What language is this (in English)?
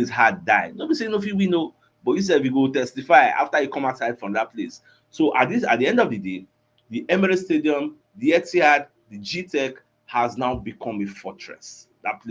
Nigerian Pidgin